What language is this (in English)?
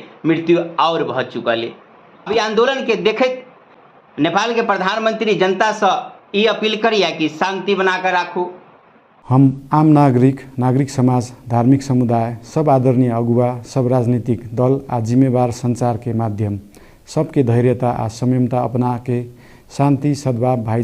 Maithili